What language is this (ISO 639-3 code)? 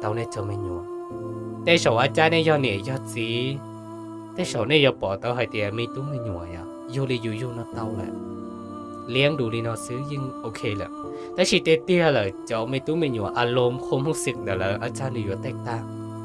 hmn